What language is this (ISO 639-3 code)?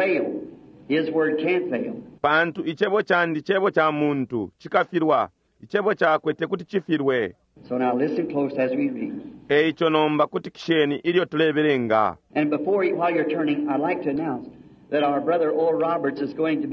bem